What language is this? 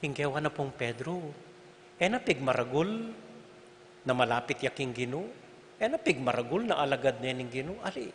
Pampanga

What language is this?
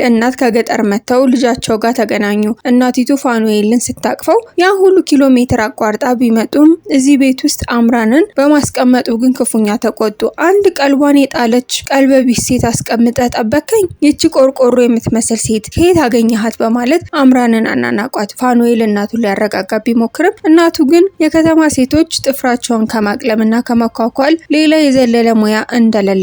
Amharic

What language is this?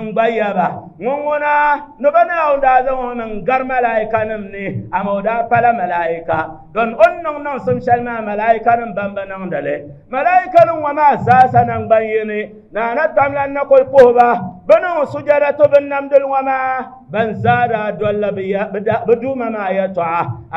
Dagbani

